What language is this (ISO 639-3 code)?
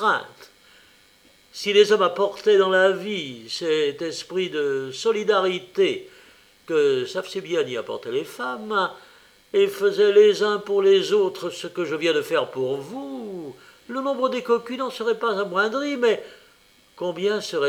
fra